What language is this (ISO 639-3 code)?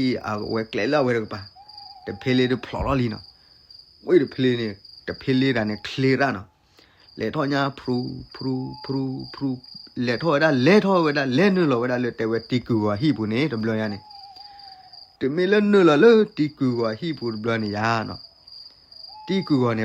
ksw